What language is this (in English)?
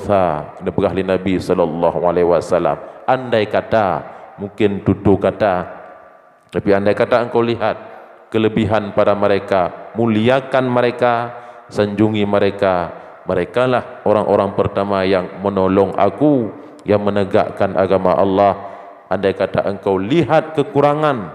Achinese